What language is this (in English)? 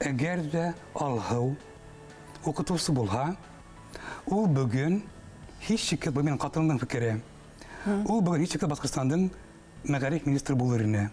Bashkir